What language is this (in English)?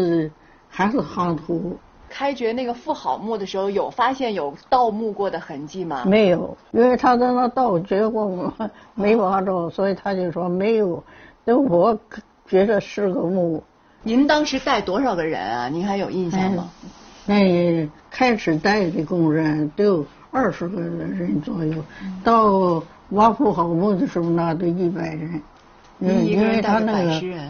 Chinese